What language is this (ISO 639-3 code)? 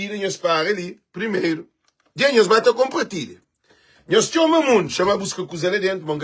kea